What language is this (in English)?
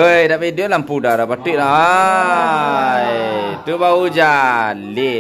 Minangkabau